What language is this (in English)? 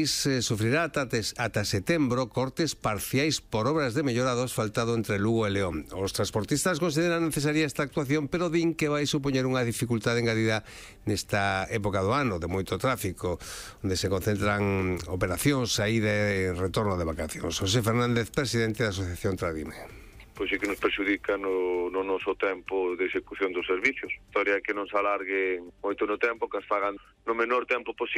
Galician